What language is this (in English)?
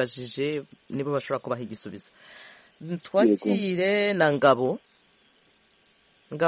Kinyarwanda